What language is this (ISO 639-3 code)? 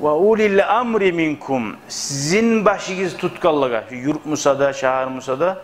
kum